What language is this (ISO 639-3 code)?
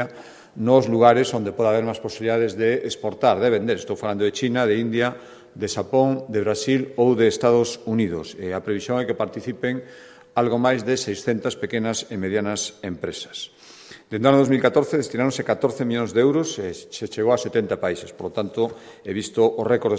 glg